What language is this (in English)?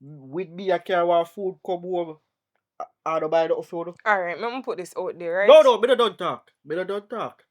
Jamaican Creole English